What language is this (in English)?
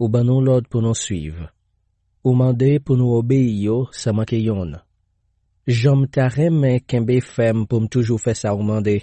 Haitian Creole